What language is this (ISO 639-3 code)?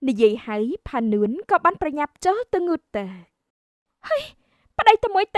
khm